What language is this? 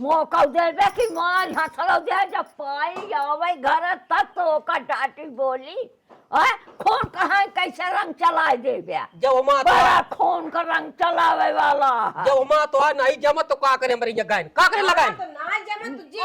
Awadhi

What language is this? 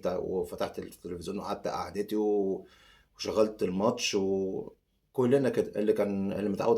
Egyptian Arabic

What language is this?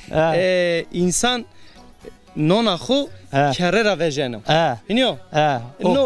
Zaza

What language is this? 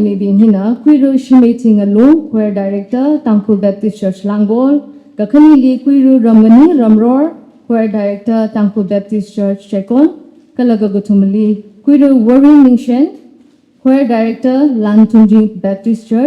Tangkhul Naga (India)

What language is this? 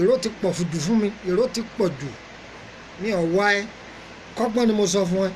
Yoruba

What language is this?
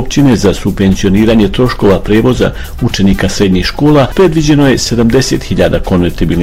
Bosnian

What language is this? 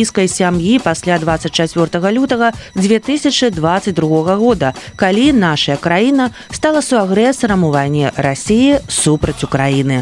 Belarusian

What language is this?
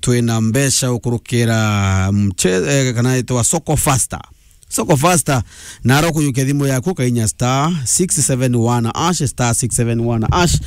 Meru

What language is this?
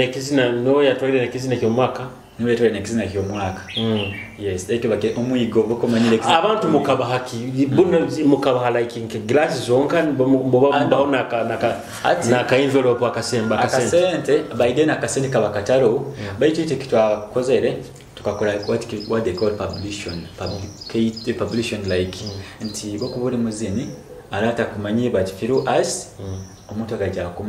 Nyoro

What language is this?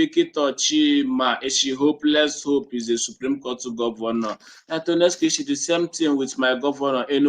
Igbo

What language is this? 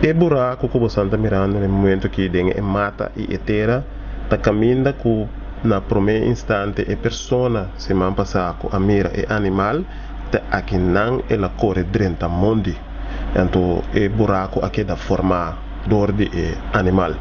Papiamento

